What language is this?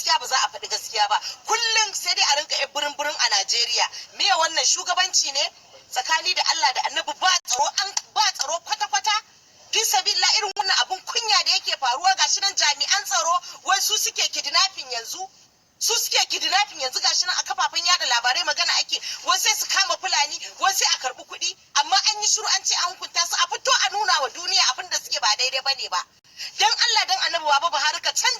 Hausa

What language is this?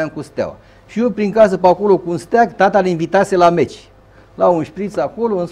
Romanian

